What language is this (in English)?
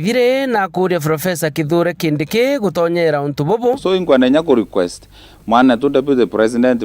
Meru